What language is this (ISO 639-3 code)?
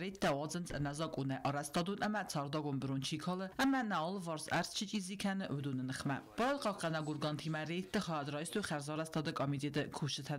oss